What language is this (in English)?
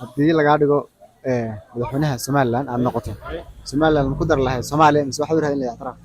Somali